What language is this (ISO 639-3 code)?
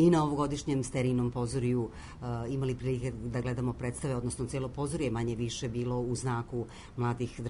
srp